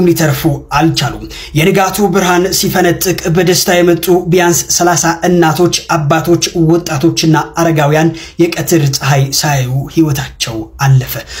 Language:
Amharic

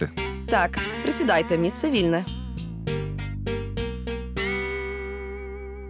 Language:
Ukrainian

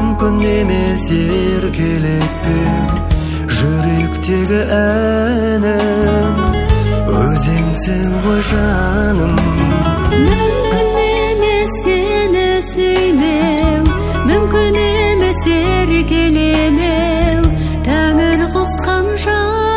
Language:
Kazakh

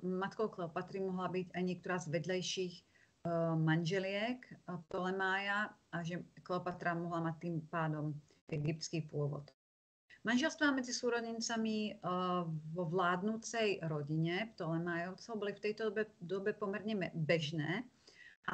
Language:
Slovak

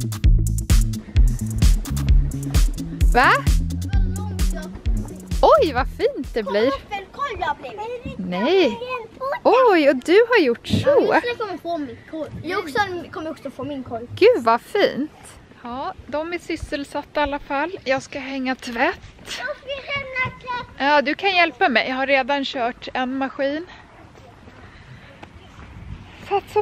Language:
Swedish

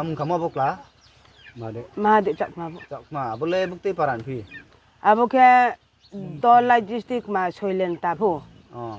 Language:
Riang (India)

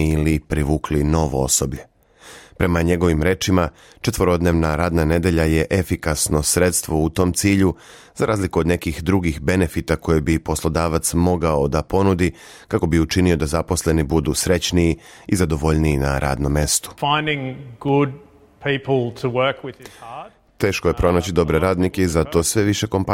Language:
Serbian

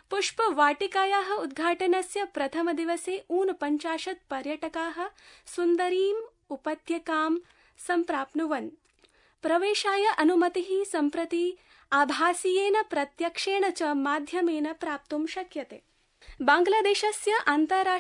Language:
Sanskrit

